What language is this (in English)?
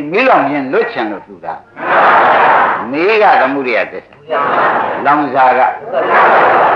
Burmese